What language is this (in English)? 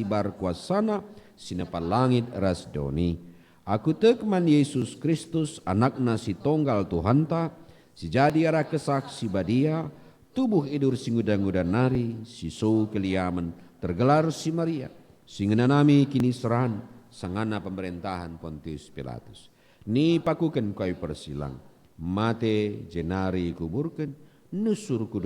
Batak Karo